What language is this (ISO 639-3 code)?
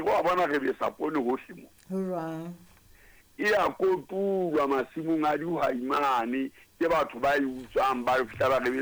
sot